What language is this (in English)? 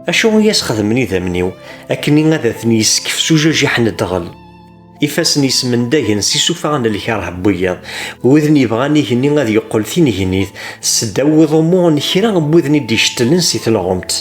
Kabyle